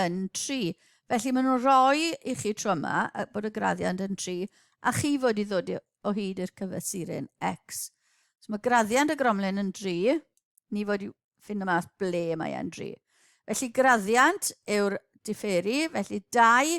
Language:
Welsh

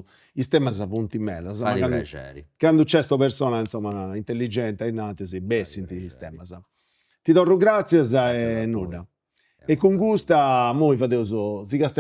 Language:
Sardinian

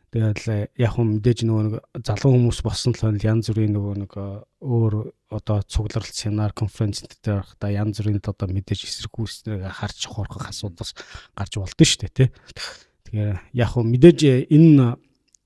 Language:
Mongolian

